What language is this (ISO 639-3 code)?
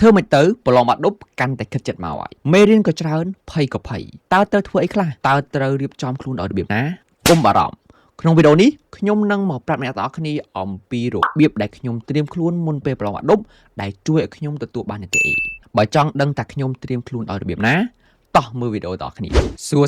khm